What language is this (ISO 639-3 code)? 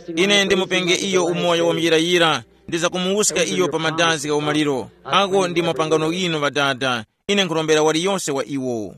tum